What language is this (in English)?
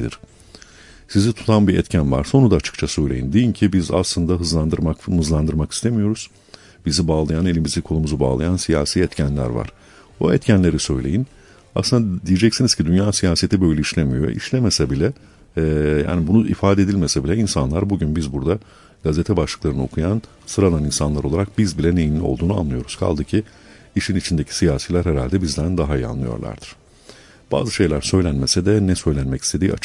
Turkish